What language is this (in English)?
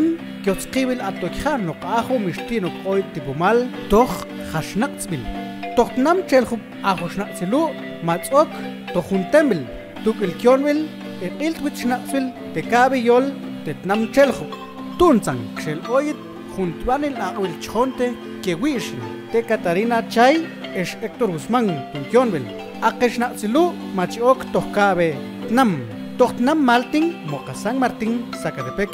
Mam